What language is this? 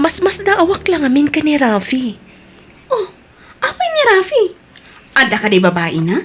Iloko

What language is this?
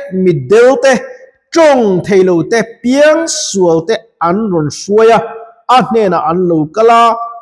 Mizo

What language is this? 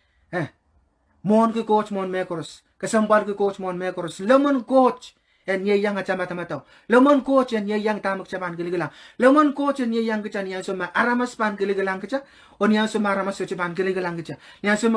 Pohnpeian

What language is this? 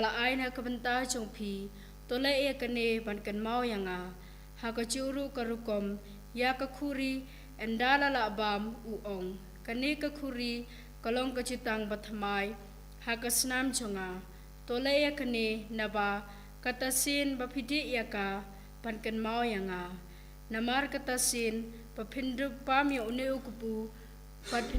Khasi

